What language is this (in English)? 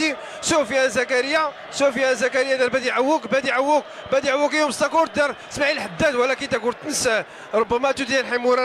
Moroccan Arabic